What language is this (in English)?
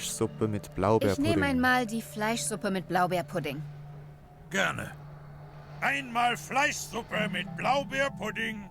Swiss German